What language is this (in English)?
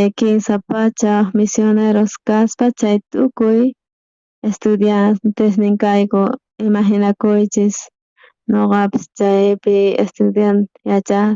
South Bolivian Quechua